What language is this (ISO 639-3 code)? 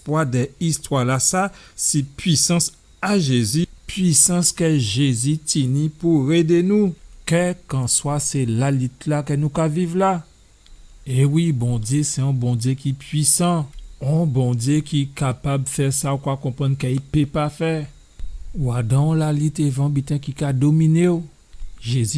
gcf